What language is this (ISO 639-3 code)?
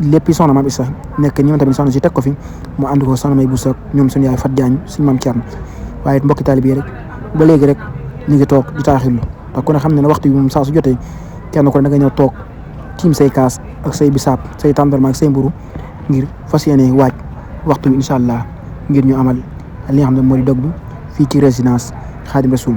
wol